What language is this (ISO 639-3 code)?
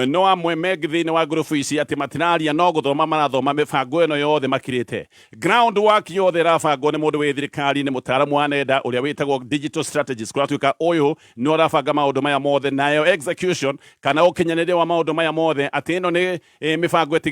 kik